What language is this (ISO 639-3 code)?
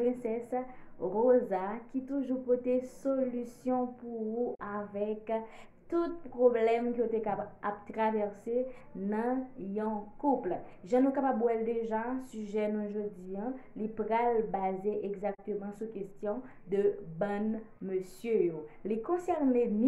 hat